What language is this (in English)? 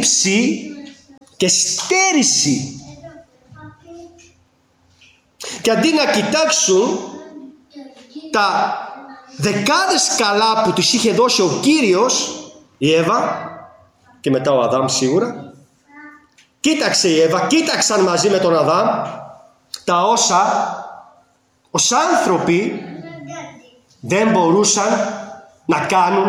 Greek